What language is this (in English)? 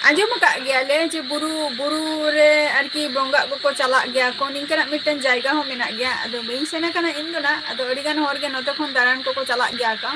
Santali